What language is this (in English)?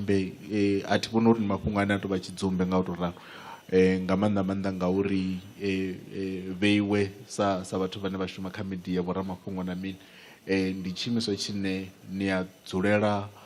Venda